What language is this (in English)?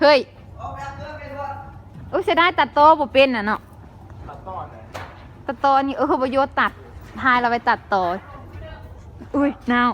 Lao